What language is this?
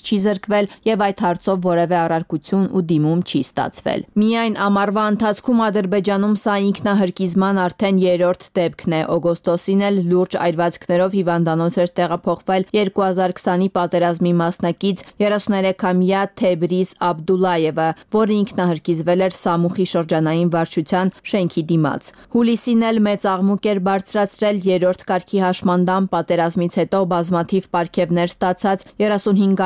Armenian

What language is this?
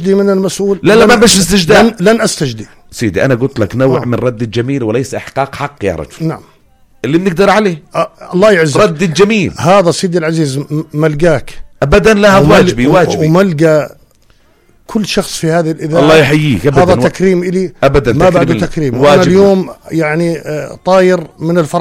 North Levantine Arabic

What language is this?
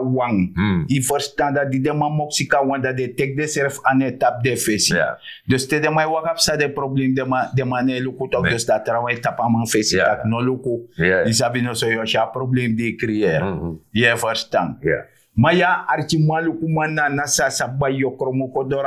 Sranan Tongo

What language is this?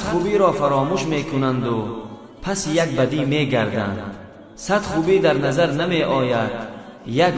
Tajik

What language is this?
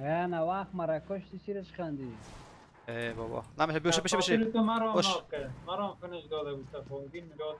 Persian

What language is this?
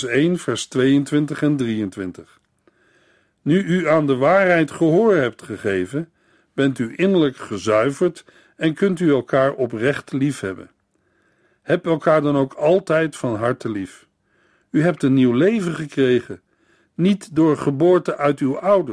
Dutch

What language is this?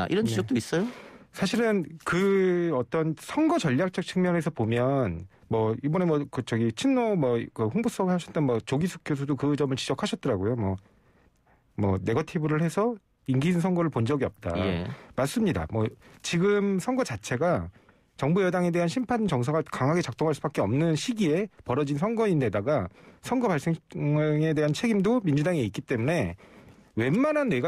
Korean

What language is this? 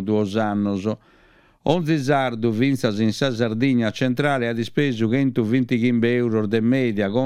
Sardinian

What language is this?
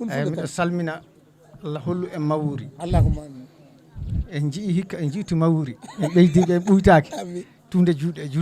Fula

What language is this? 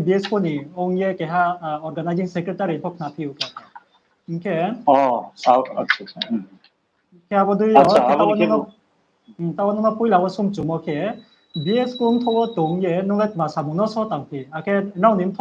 Riang (India)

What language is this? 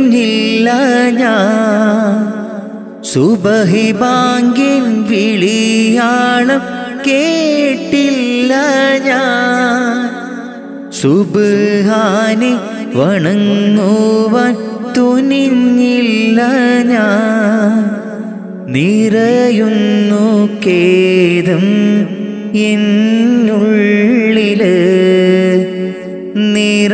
Malayalam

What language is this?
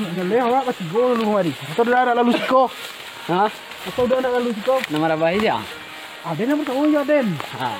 Minangkabau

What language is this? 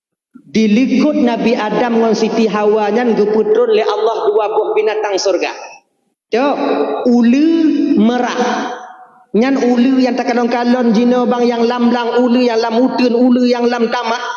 Achinese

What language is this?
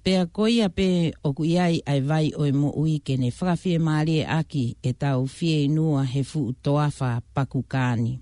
Tongan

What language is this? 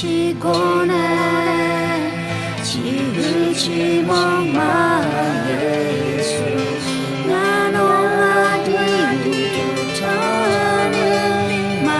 Akha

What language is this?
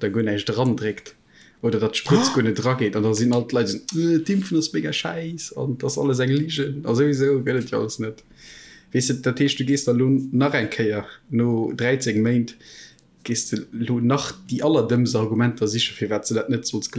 Luxembourgish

